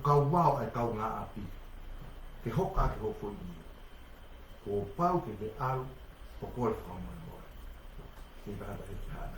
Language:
Tongan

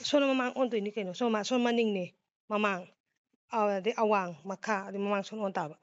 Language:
Manipuri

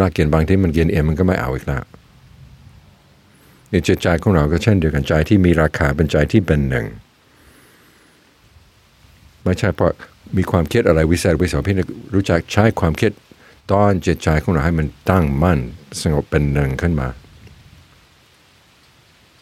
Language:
Thai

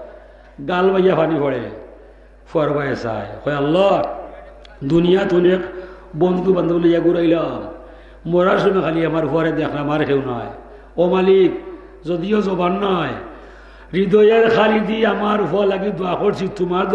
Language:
Sylheti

